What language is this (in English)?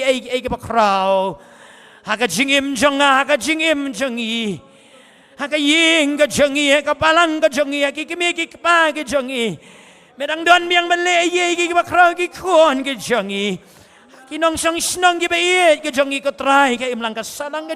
Khasi